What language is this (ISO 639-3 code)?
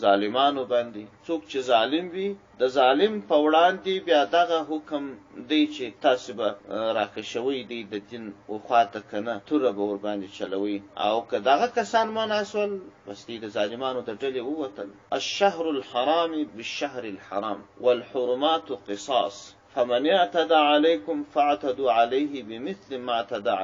pus